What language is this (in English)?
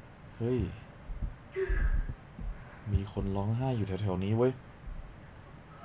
Thai